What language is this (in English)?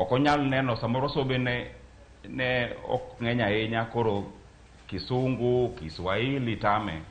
Luo (Kenya and Tanzania)